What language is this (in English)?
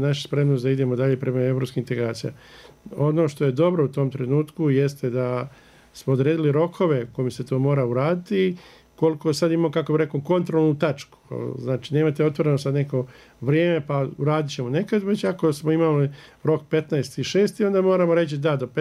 Bosnian